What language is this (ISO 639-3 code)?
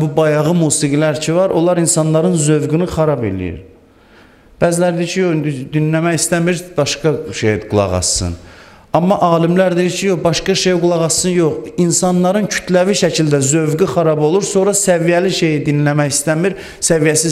aze